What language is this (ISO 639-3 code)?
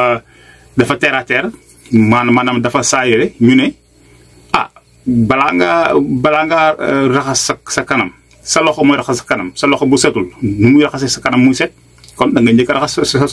wol